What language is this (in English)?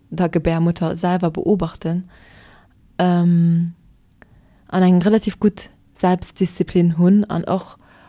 Luxembourgish